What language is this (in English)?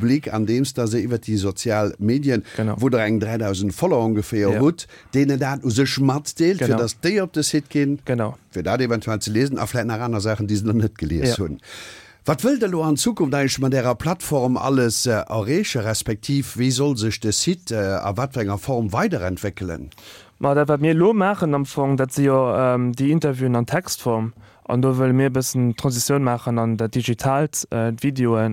Luxembourgish